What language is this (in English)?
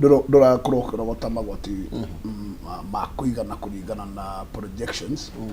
Kikuyu